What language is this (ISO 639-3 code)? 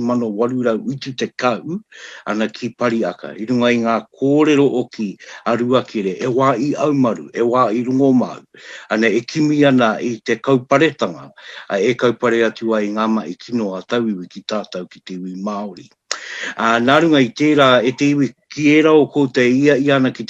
mri